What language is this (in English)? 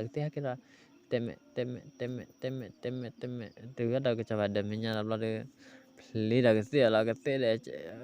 S'gaw Karen